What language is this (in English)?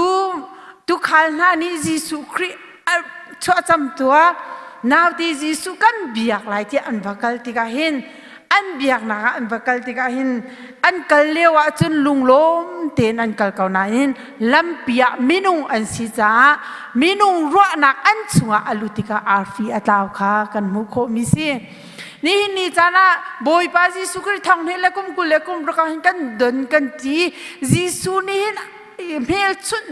Hakha Chin